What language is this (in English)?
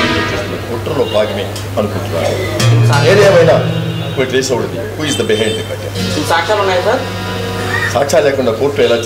Telugu